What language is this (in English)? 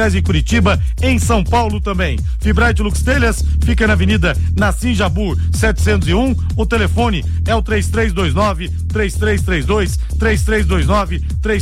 Portuguese